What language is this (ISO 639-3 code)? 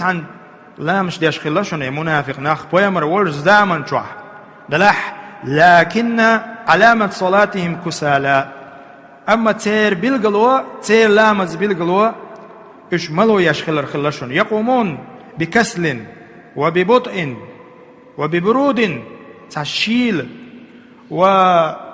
che